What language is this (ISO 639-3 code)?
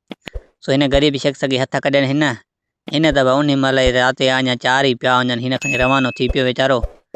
snd